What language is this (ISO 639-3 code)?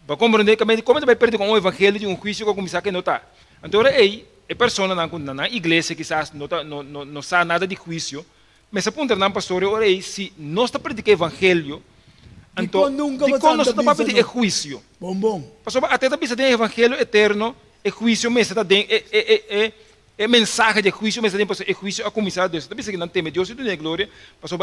pap